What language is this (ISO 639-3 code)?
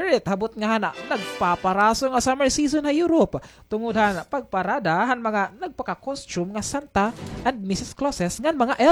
war